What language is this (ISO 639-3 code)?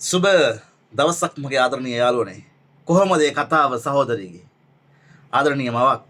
sin